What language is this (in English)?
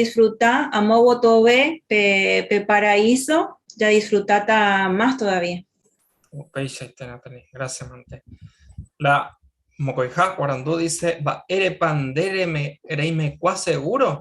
Guarani